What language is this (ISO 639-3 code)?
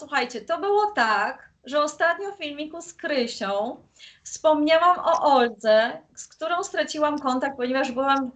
pol